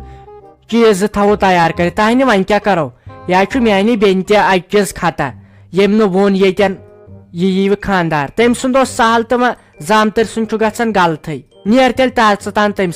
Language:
Kashmiri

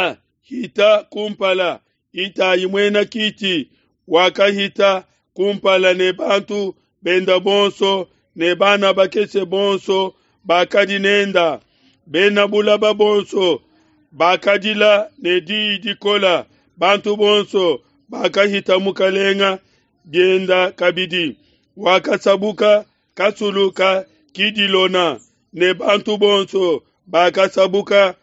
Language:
Luba-Lulua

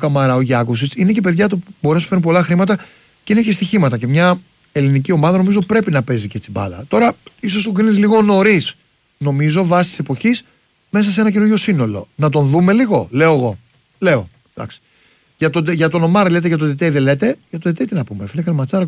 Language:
Greek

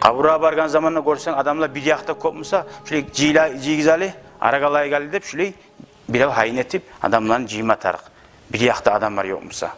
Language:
Kumyk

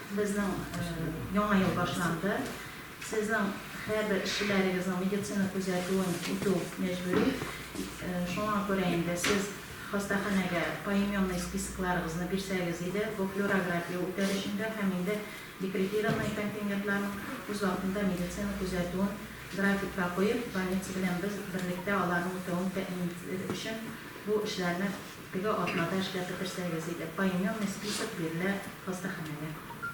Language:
Tatar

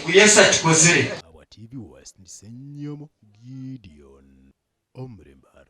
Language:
Nyankole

